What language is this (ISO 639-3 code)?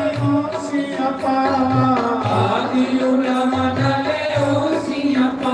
doi